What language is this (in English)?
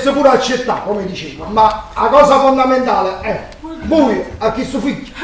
Neapolitan